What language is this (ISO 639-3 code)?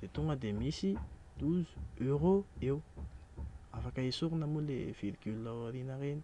mlg